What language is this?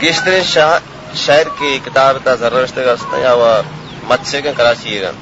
Baluchi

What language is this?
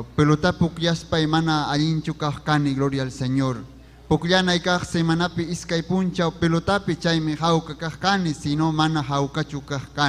Ayacucho Quechua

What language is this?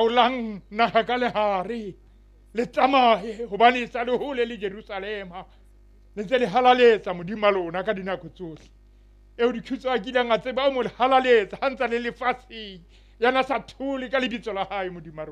Southern Sotho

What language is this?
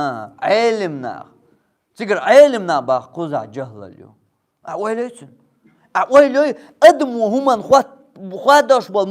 Chechen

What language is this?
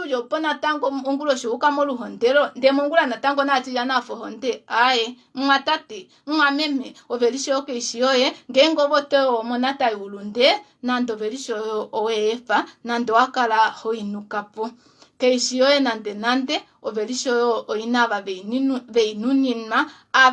Kuanyama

